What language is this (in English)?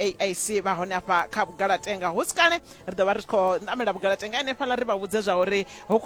Venda